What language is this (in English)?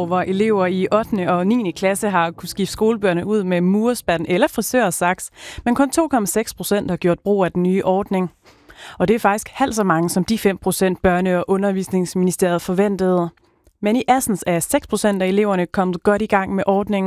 Danish